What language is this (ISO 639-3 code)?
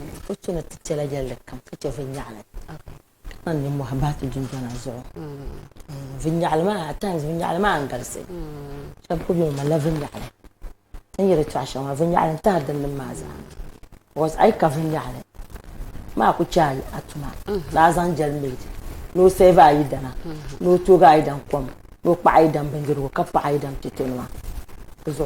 dag